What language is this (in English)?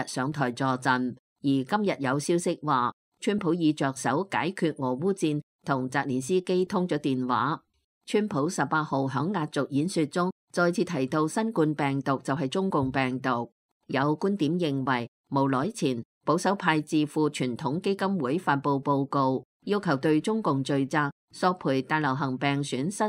Cantonese